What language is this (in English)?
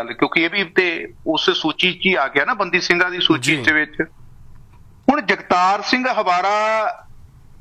Punjabi